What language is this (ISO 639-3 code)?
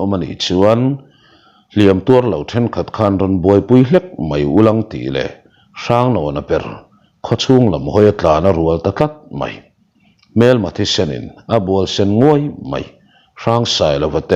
lus